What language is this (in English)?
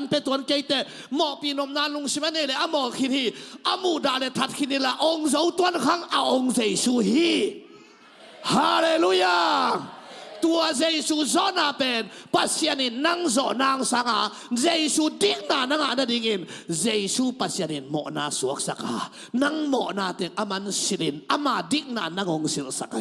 Tedim Chin